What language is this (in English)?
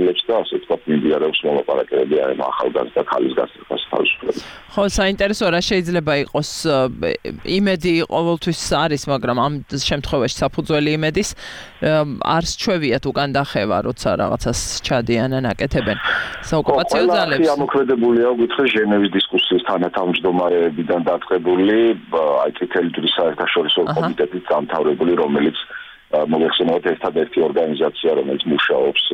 Georgian